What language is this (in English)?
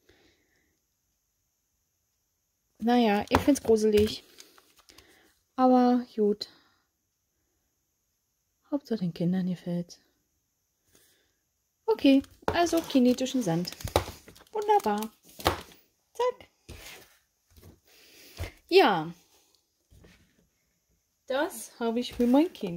German